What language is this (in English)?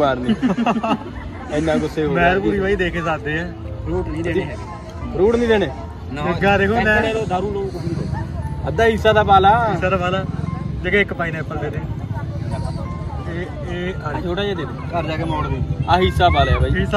Punjabi